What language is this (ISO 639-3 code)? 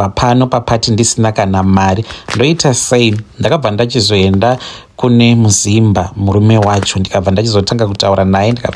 sna